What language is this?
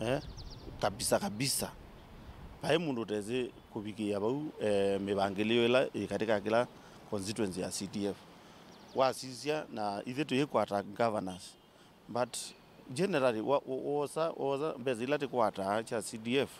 Kamba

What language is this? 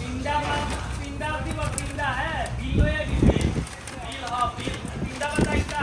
Kok Borok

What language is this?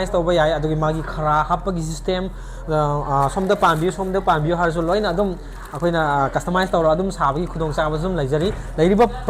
Manipuri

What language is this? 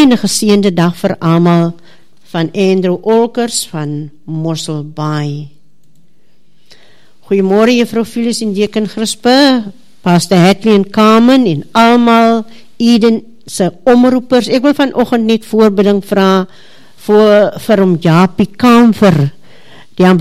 Afrikaans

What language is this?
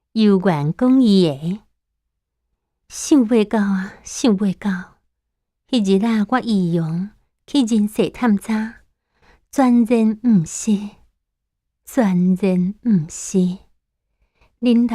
Min Nan Chinese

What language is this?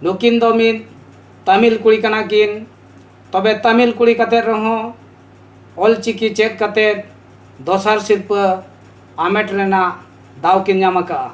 Santali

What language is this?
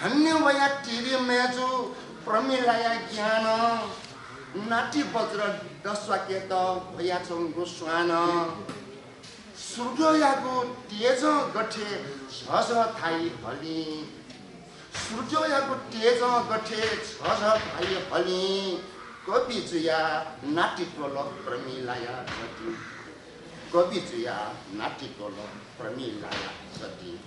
Newari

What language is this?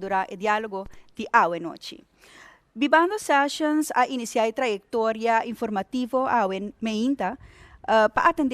Papiamento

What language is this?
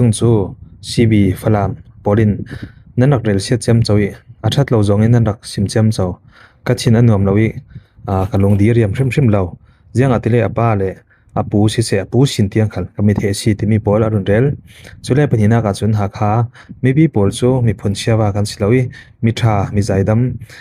Falam Chin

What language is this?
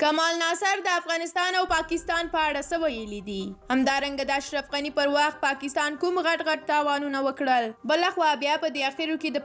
Pashto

